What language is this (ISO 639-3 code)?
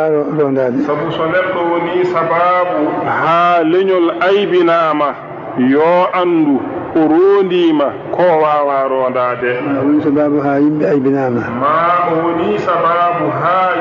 ful